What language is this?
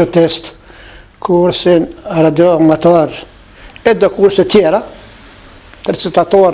Albanian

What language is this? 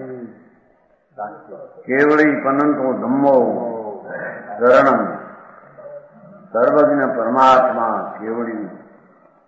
Gujarati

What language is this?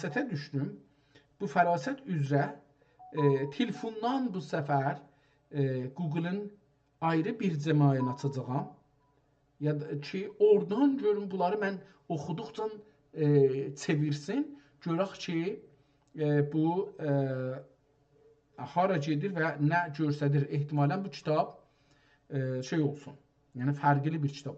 South Azerbaijani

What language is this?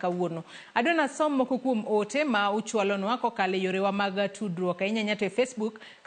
Luo (Kenya and Tanzania)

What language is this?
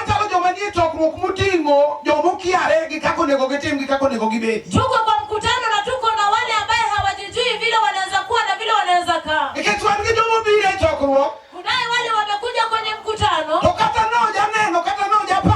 Luo (Kenya and Tanzania)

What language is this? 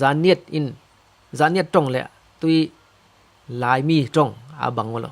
Falam Chin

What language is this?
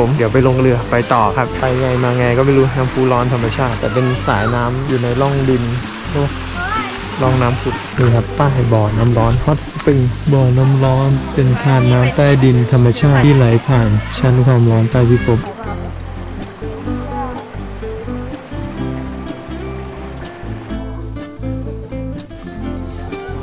Thai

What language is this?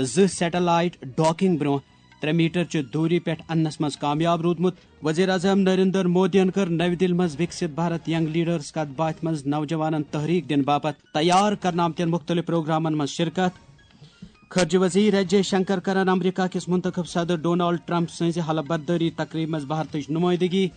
Kashmiri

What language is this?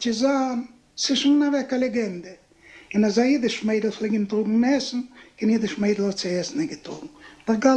Yiddish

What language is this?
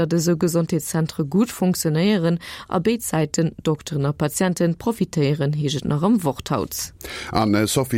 Luxembourgish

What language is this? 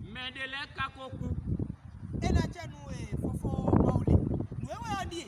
Fon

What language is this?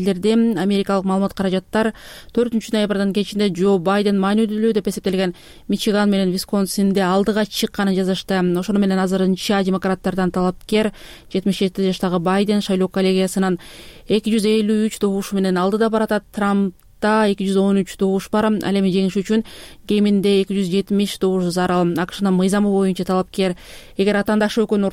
Kyrgyz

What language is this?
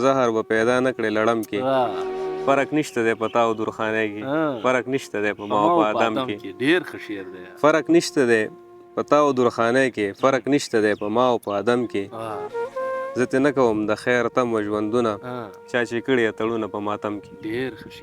Pashto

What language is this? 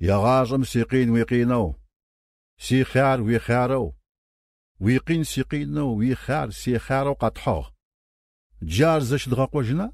Kabardian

